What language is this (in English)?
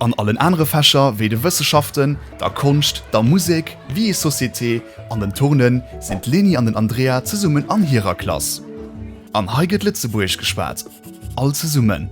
Luxembourgish